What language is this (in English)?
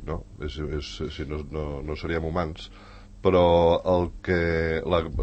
Catalan